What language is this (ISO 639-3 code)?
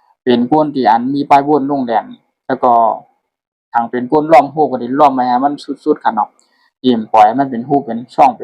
shn